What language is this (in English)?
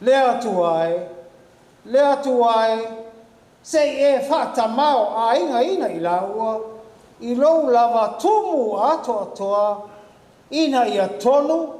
Samoan